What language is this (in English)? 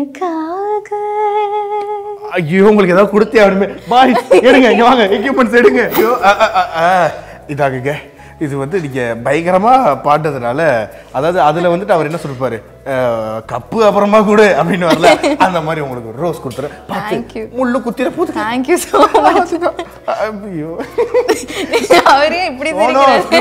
Tamil